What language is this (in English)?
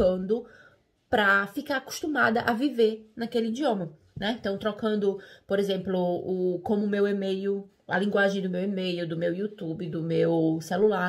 Portuguese